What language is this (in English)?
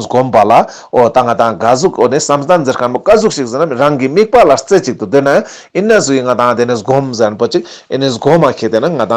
Ladakhi